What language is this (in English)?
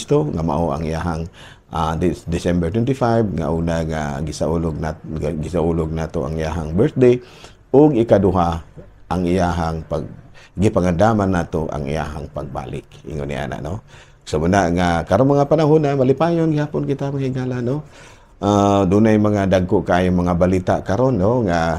Cebuano